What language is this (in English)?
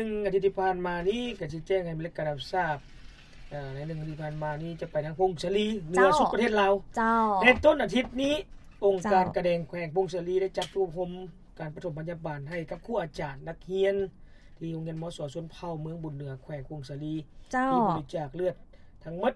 Lao